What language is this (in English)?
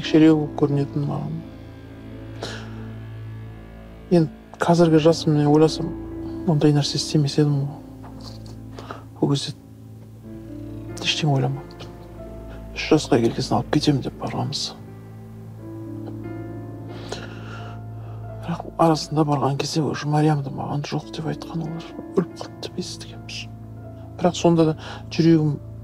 Kazakh